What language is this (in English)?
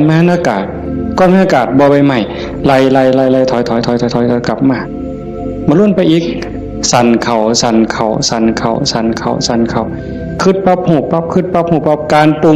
Northeastern Thai